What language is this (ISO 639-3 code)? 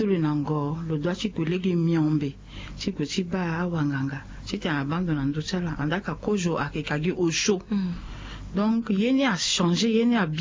sag